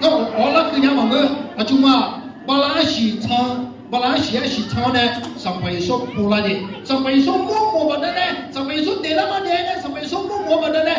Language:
Akha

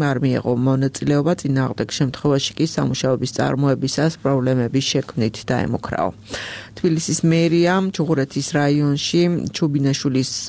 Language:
Georgian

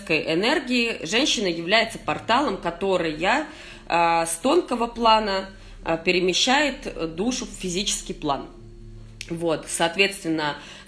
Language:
Russian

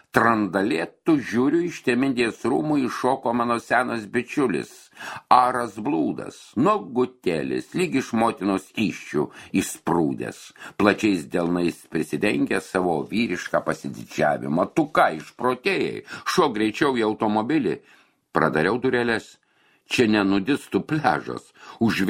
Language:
Lithuanian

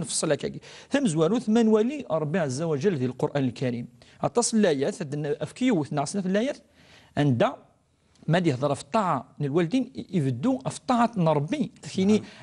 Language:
Kabyle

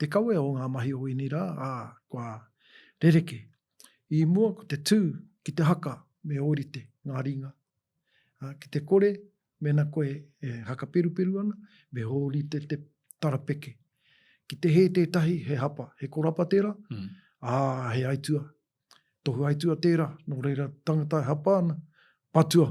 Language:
Māori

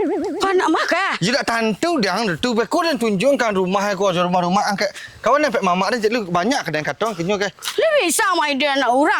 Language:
Minangkabau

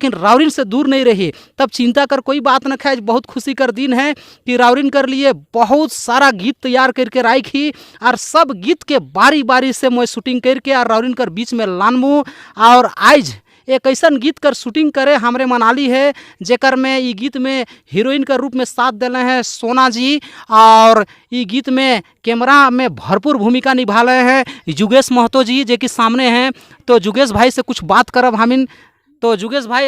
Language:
Sadri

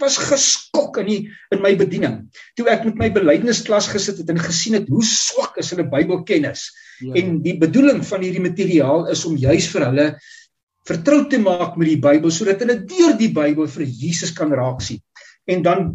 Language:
Afrikaans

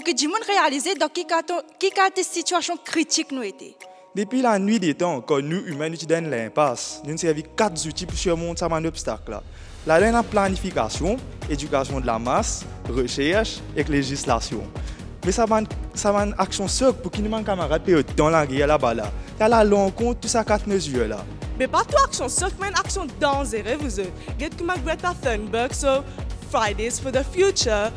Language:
Morisyen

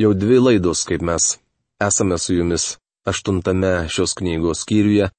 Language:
Lithuanian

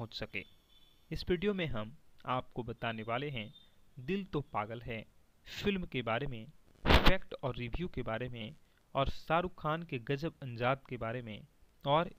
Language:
Hindi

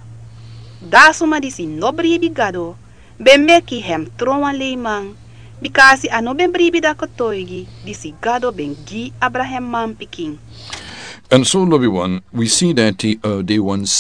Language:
Sranan Tongo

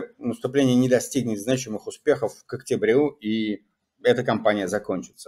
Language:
Russian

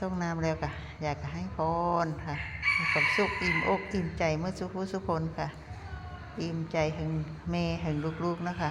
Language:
Northeastern Thai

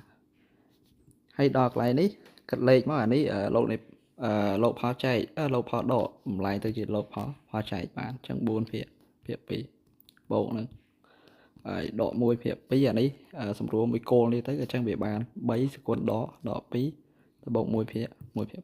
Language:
Khmer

